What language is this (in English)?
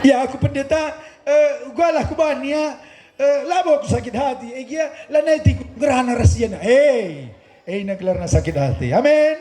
Batak Karo